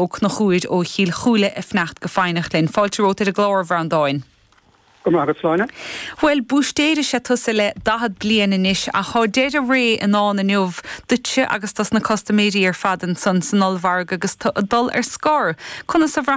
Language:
Irish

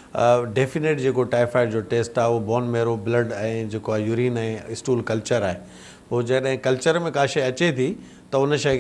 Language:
Sindhi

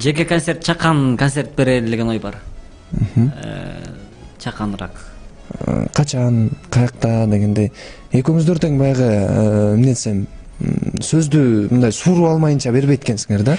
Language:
Kyrgyz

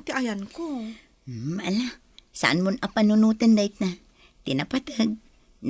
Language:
Iloko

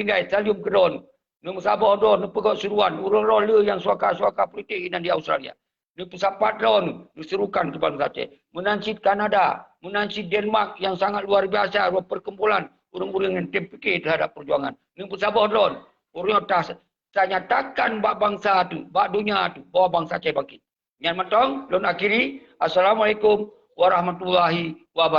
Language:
Achinese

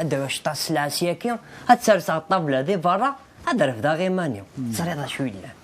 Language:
Kabyle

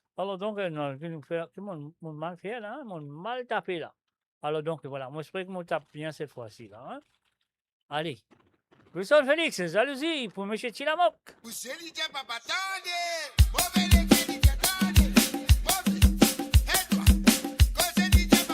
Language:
Morisyen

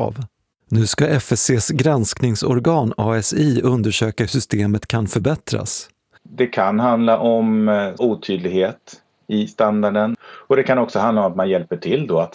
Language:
Swedish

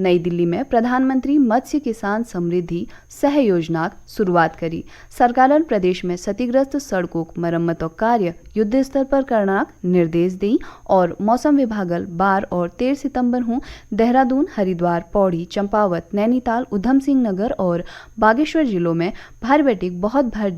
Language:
Garhwali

